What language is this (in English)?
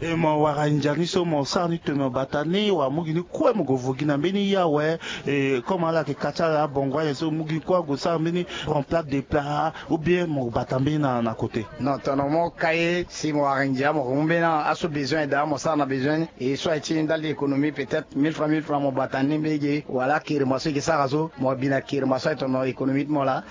Sango